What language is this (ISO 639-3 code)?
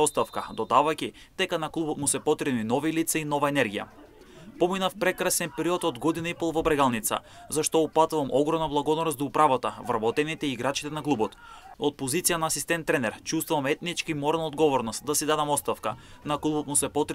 mkd